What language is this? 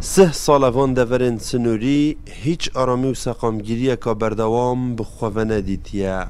Kurdish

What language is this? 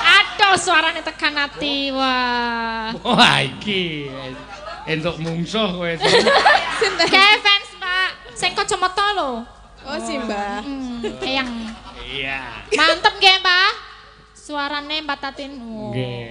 Javanese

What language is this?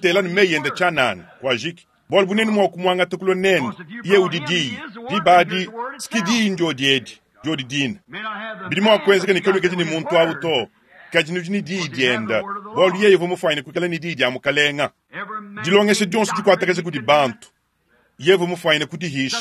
Luba-Lulua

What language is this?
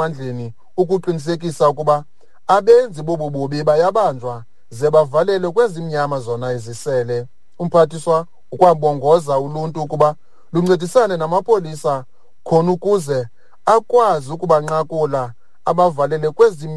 Xhosa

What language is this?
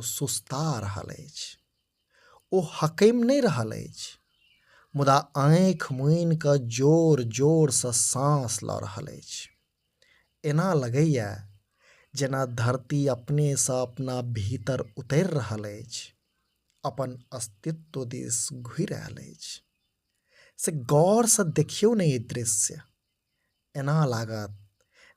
Maithili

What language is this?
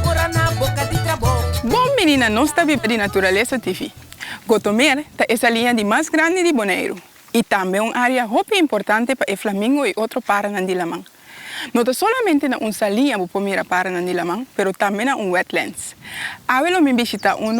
Papiamento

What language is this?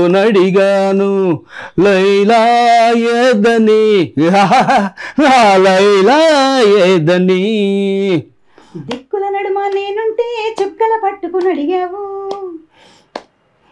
Telugu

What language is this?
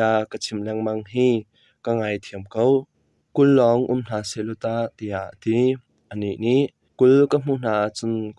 Hakha Chin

